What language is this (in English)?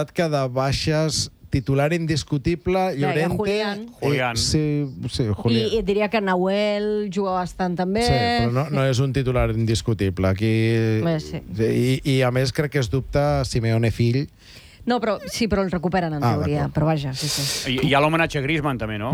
Catalan